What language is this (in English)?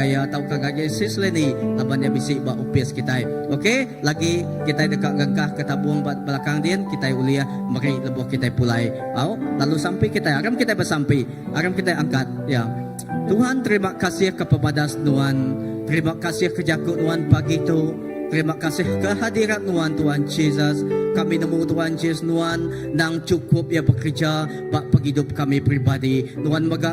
Iban